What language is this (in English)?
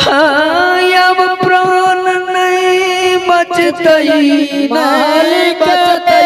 Maithili